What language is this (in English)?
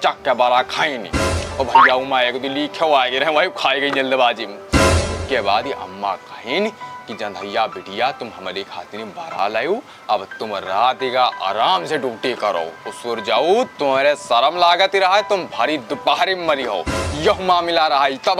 Awadhi